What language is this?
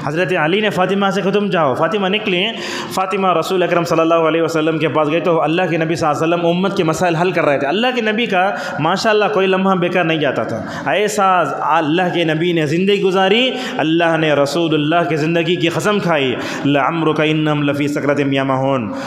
Urdu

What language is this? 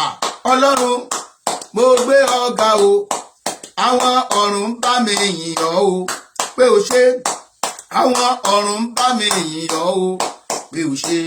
Yoruba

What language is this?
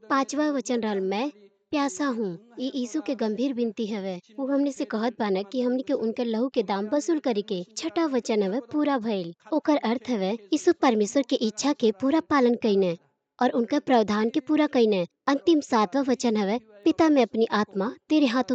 Bhojpuri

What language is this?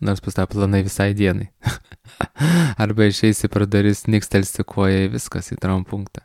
Lithuanian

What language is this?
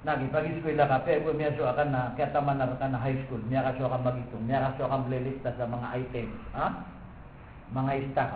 Maranao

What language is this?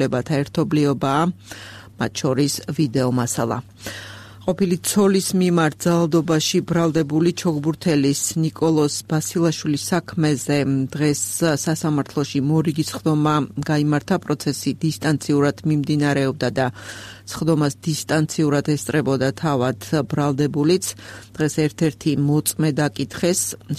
Georgian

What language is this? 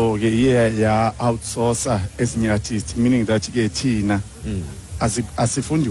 Xhosa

